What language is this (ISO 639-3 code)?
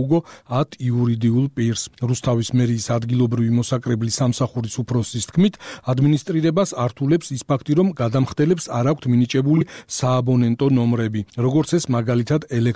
kat